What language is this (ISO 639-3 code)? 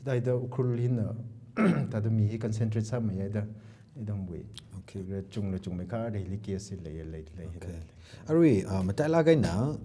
nmf